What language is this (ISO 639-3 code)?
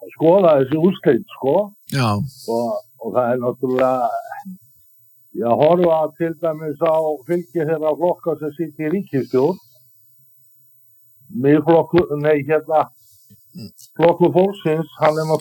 isl